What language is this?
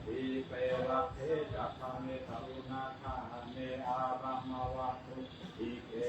Pali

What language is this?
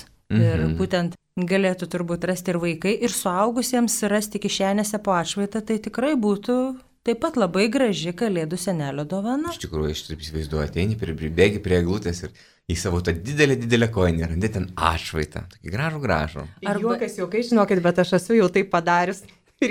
Lithuanian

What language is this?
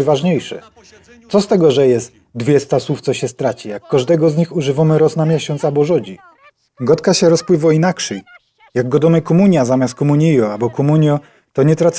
Silesian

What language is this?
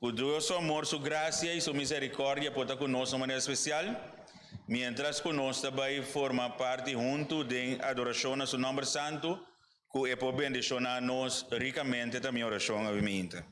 Papiamento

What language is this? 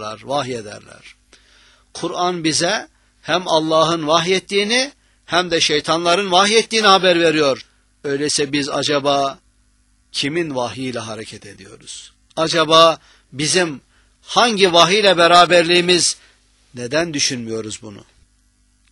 Turkish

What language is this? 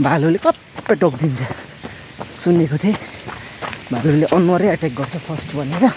Nepali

